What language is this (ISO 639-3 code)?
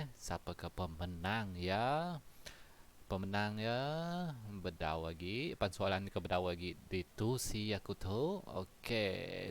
iba